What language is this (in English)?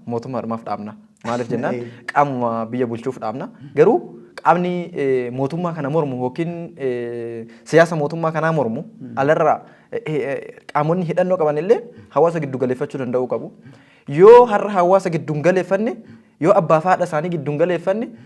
Oromo